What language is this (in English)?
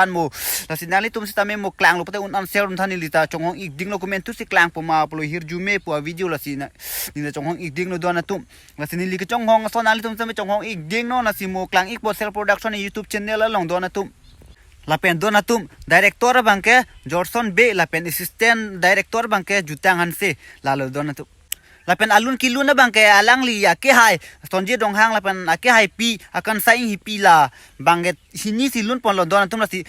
Karbi